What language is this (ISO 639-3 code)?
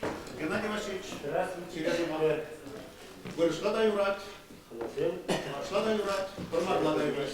chv